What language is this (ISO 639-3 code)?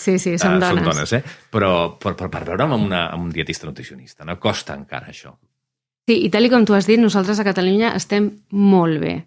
cat